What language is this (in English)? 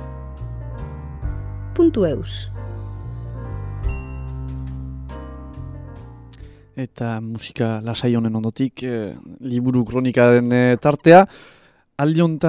Basque